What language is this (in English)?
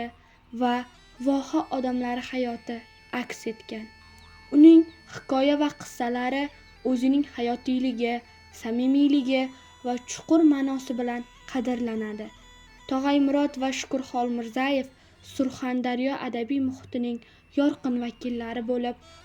Uzbek